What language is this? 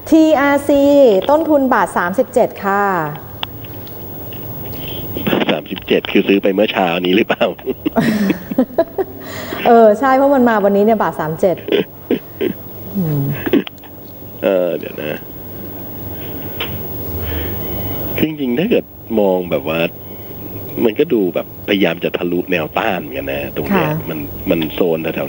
Thai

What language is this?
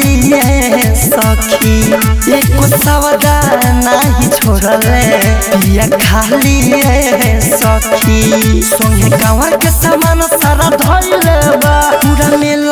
Bhojpuri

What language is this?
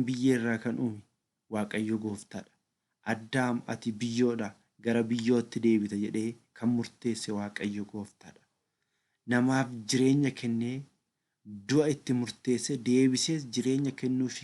Oromo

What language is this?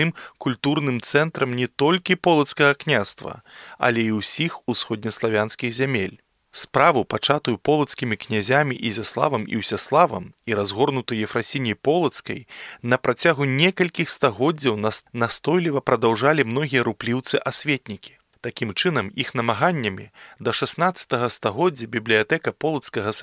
Belarusian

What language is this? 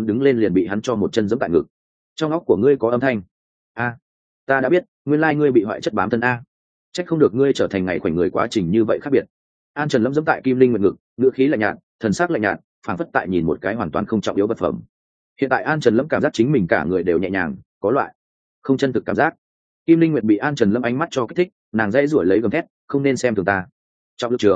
Vietnamese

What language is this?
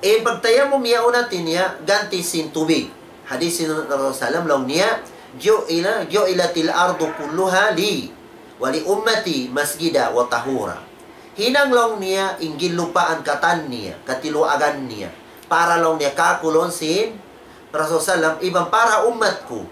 Tausug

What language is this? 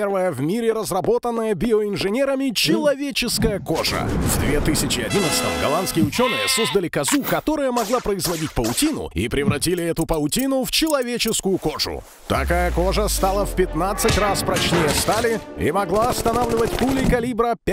Russian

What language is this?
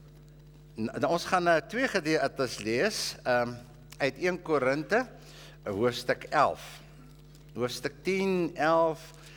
Afrikaans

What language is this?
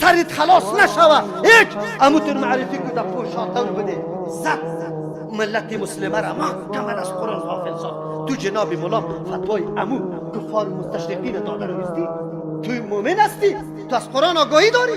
Persian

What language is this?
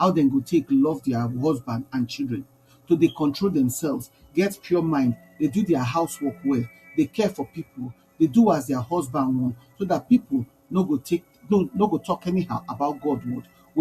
Nigerian Pidgin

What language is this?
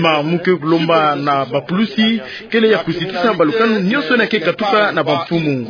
Kituba (Democratic Republic of Congo)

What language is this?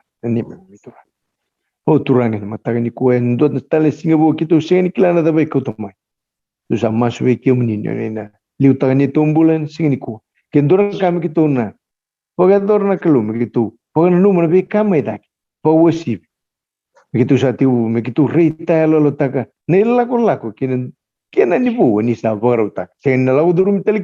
Fijian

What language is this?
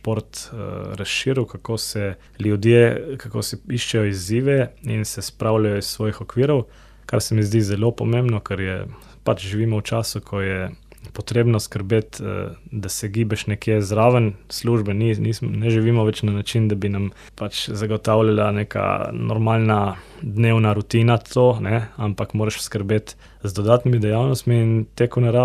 Slovenian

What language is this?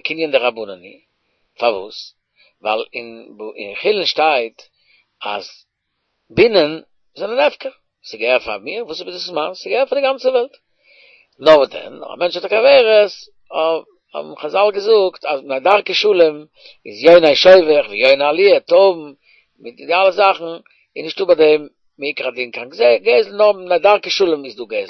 Yiddish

